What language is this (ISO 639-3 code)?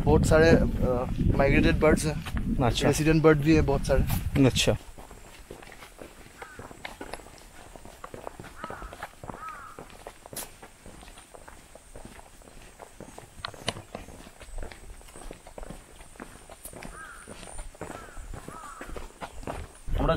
hin